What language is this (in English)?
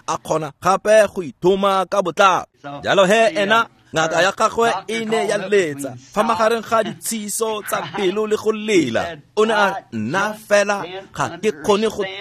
Tswana